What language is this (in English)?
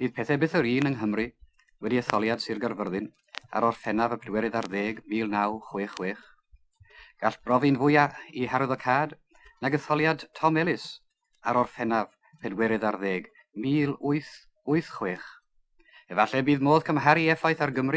Welsh